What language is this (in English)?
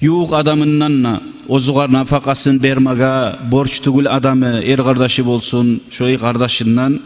Kumyk